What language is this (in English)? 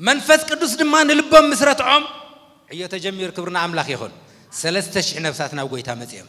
Tigrinya